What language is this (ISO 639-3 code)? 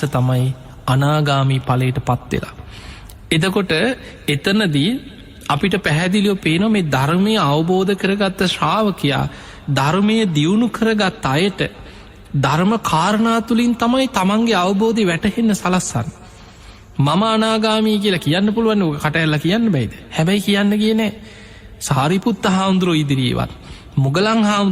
sin